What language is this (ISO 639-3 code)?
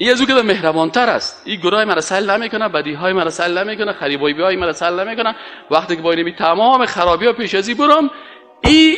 fas